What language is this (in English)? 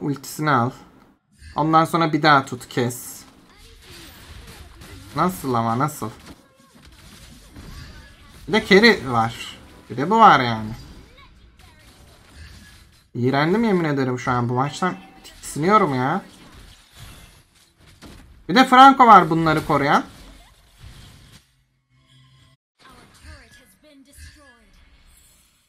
Turkish